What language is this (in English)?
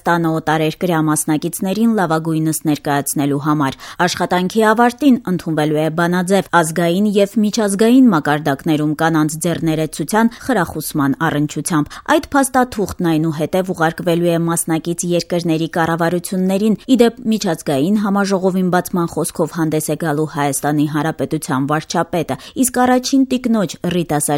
Armenian